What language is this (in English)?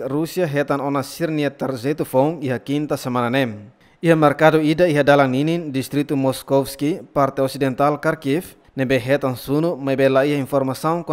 Tetum